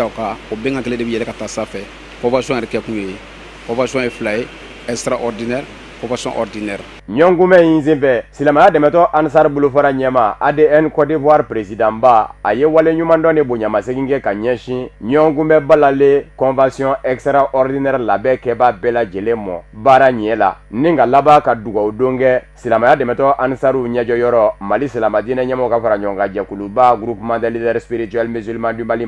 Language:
Bambara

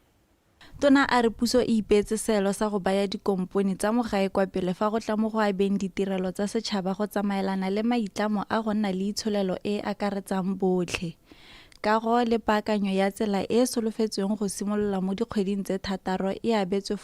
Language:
Tswana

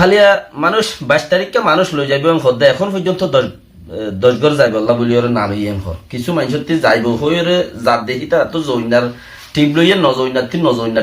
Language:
Rohingya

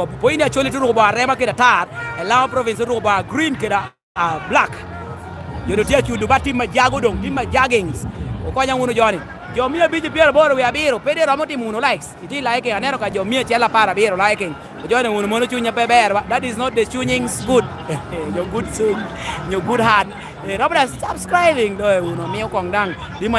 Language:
Lango (Uganda)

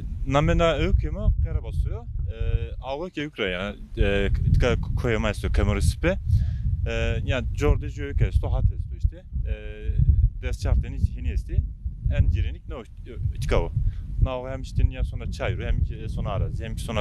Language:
Zaza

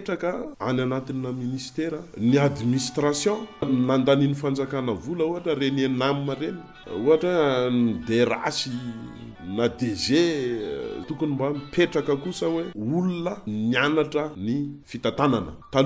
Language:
Malagasy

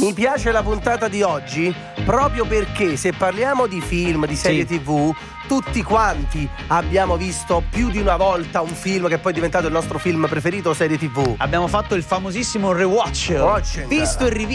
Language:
Italian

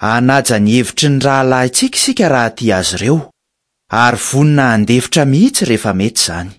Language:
Malagasy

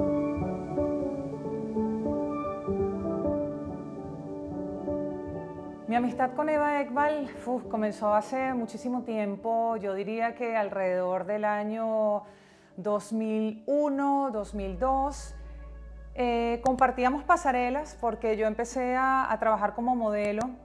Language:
Spanish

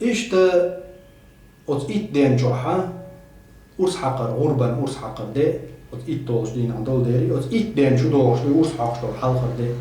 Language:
Chechen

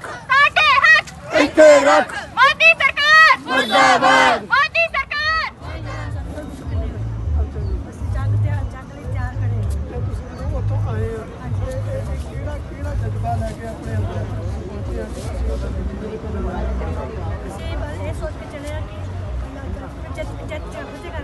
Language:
Punjabi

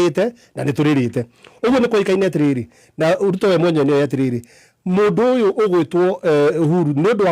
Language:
Kikuyu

